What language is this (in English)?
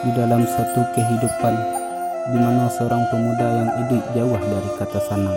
Minangkabau